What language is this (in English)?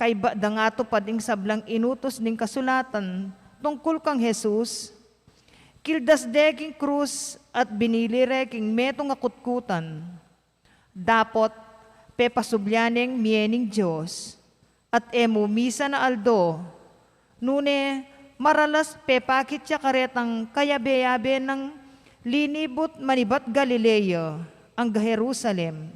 Pampanga